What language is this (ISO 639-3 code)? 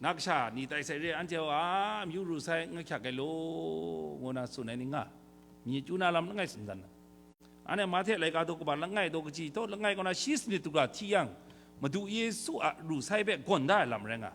kac